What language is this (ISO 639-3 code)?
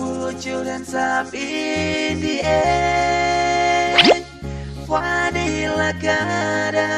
xmm